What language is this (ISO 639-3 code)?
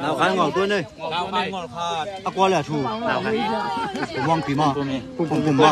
ctd